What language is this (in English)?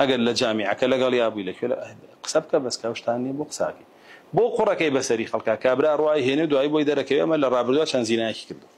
Central Kurdish